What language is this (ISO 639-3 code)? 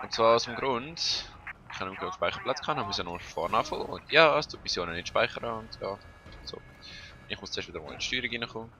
gsw